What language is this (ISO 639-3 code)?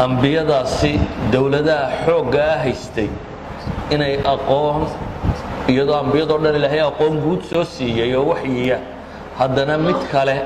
som